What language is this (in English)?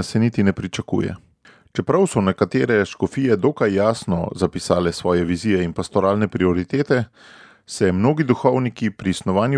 Slovenian